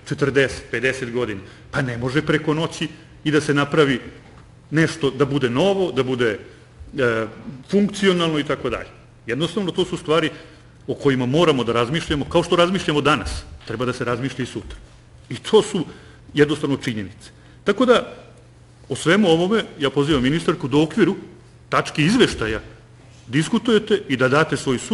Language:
Serbian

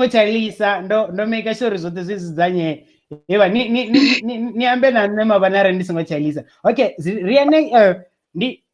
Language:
Venda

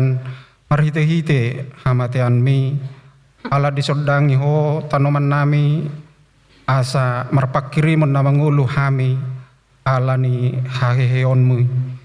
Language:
Batak Toba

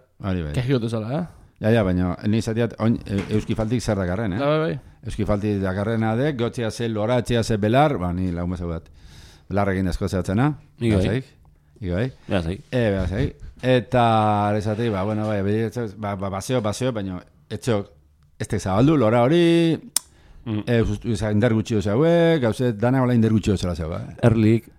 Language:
Basque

